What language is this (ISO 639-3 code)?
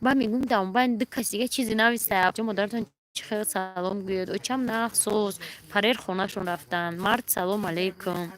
tgk